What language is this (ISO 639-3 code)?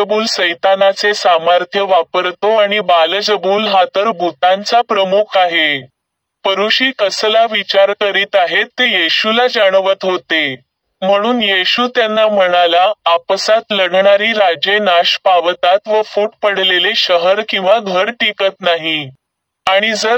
mar